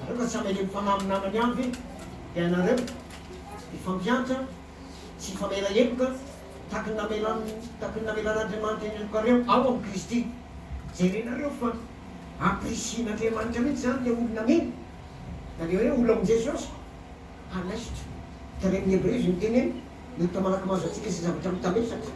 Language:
Malagasy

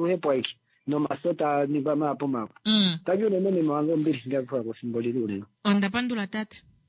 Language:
Kuanyama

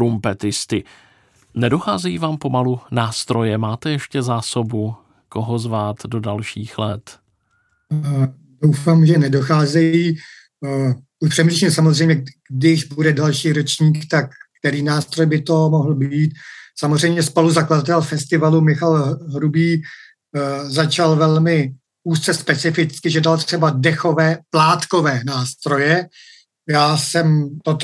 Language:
Czech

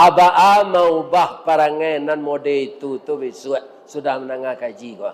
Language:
Minangkabau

